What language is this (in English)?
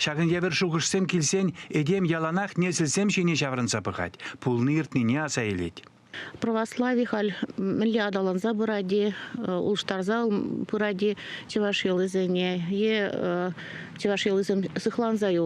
Chuvash